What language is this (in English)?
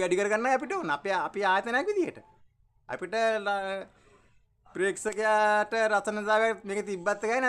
Sinhala